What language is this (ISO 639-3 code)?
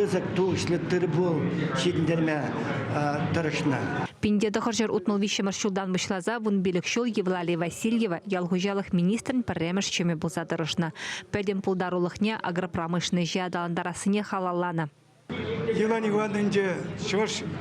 chv